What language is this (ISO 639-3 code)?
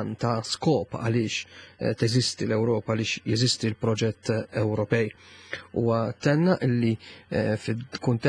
mlt